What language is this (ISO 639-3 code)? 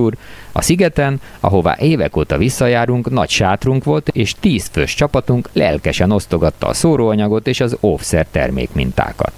hun